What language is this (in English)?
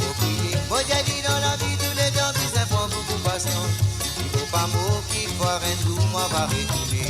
Morisyen